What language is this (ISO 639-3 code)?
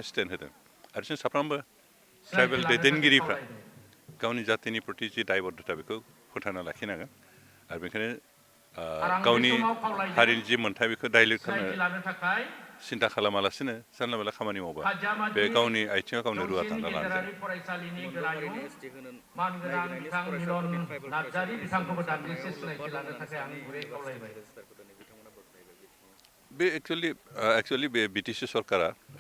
brx